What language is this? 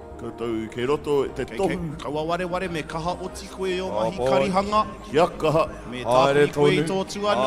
Māori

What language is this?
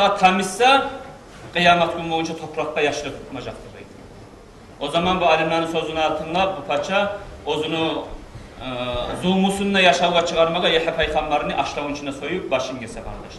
Kumyk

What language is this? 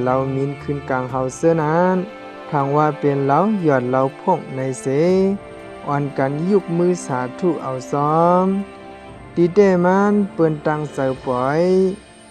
Shan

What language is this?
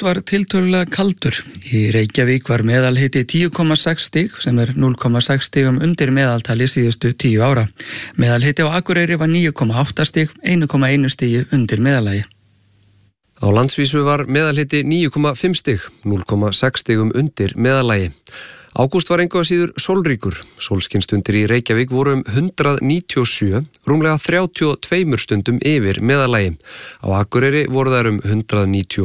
Icelandic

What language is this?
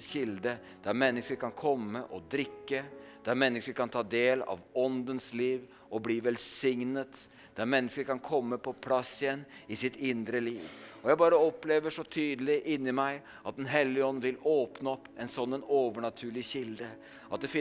Norwegian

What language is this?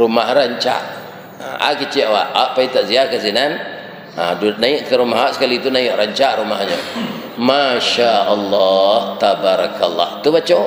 Minangkabau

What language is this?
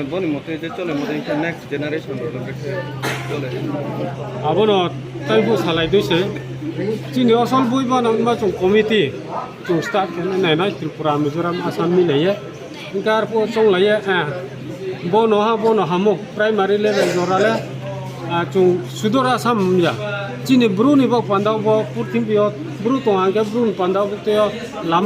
Riang (India)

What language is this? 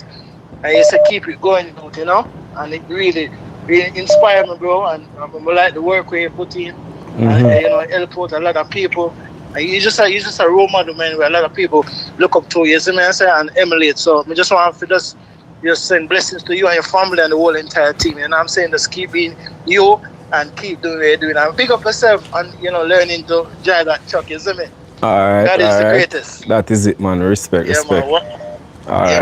Jamaican Creole English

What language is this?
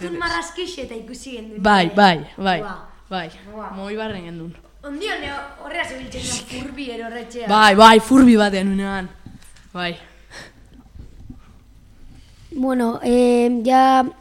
Basque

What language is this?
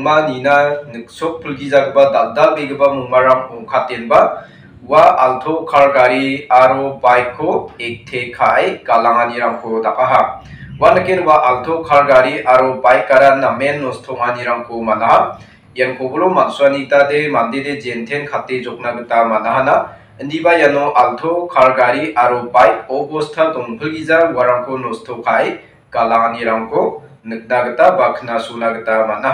Garo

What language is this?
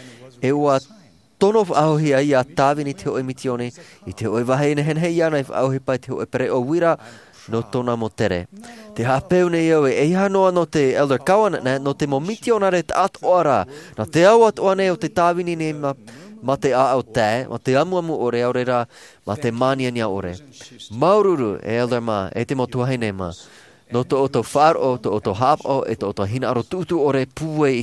Tahitian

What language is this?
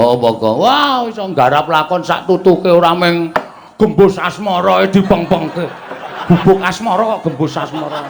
Javanese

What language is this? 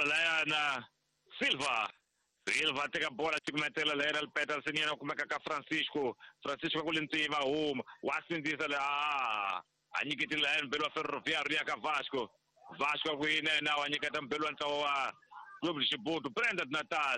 Tsonga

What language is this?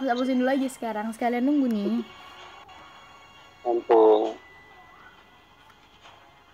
Indonesian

